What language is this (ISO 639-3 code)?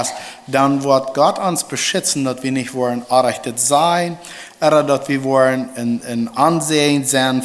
pdt